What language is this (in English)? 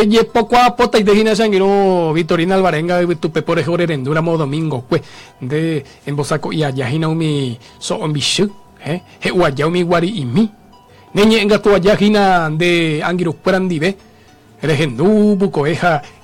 Guarani